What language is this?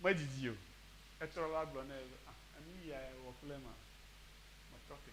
Ewe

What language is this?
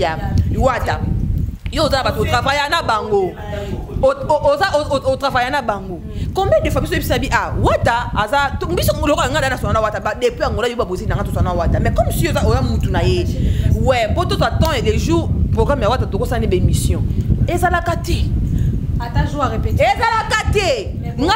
Lingala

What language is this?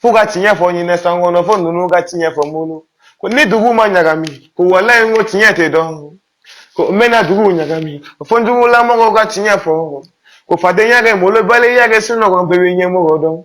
Bambara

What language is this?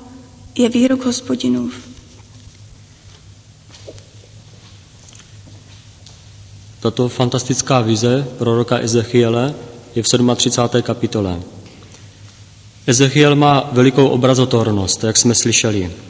Czech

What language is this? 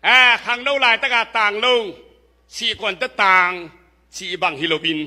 Tedim Chin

